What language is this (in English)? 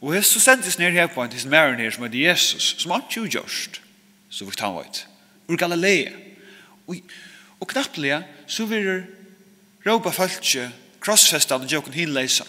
Faroese